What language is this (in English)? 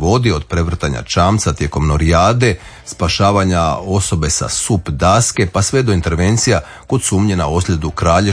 Croatian